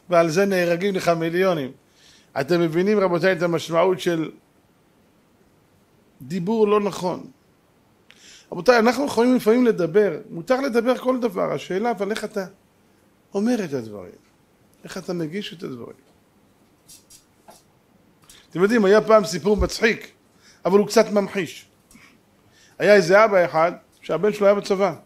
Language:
Hebrew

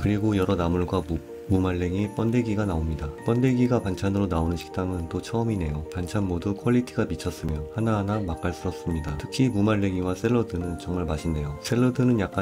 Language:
Korean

